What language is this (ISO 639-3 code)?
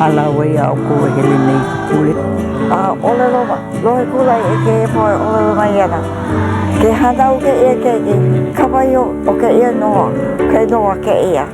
haw